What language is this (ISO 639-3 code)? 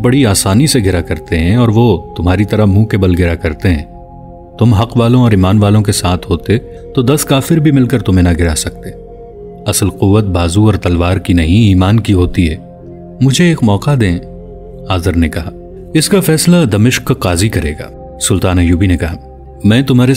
urd